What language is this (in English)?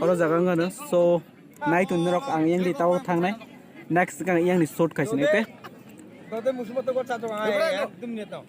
Kok Borok